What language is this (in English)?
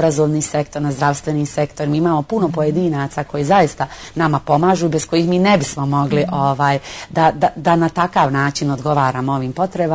Bosnian